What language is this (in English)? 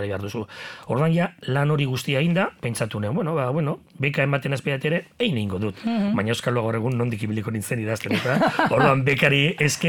Basque